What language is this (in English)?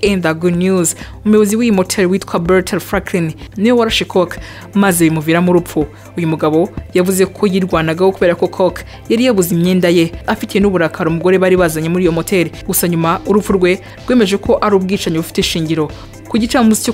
Kinyarwanda